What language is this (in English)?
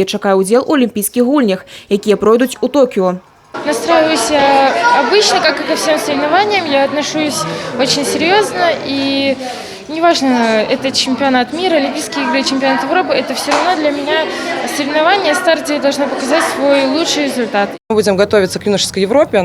Belarusian